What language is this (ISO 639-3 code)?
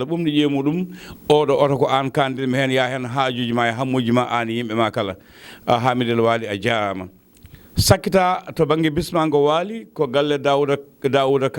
ful